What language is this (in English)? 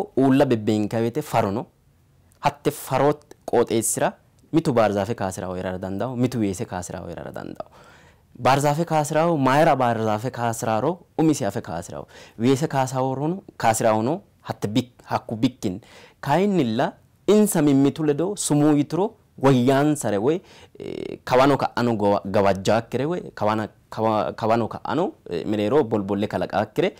Sidamo